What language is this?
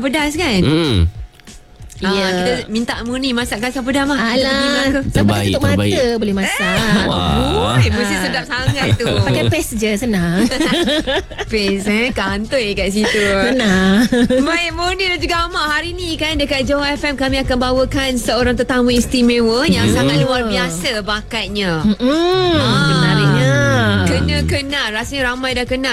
Malay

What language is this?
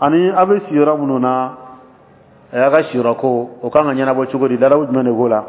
Dyula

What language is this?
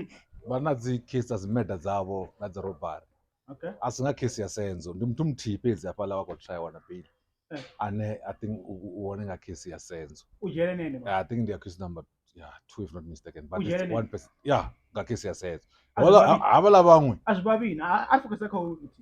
Venda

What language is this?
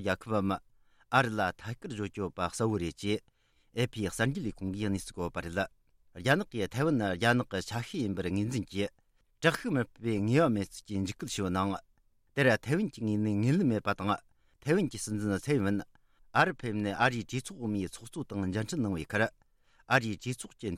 Tibetan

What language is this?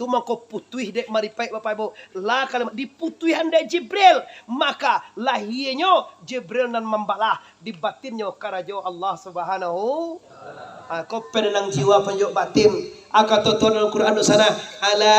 Minangkabau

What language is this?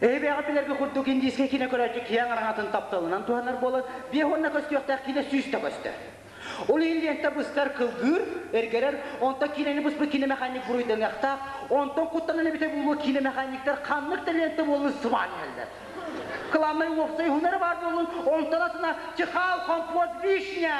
Yakut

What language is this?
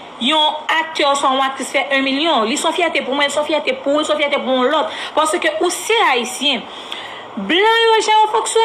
Haitian Creole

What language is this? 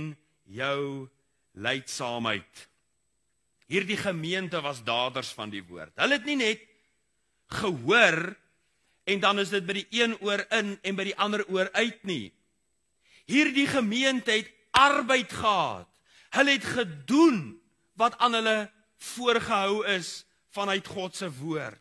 Afrikaans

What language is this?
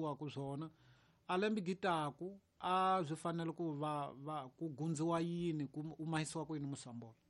Tsonga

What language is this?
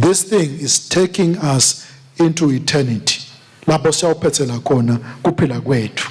Swati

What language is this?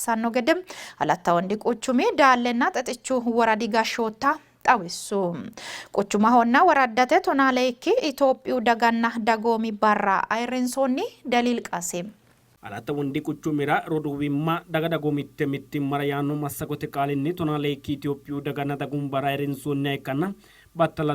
Sidamo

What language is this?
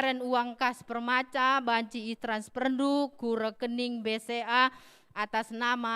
Batak Karo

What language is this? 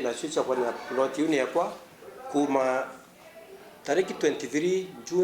Meru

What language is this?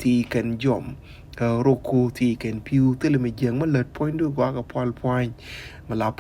Nuer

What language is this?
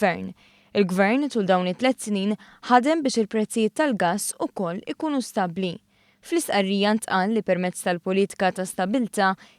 Maltese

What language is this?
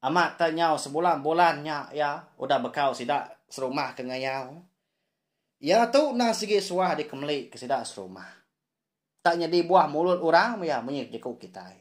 Iban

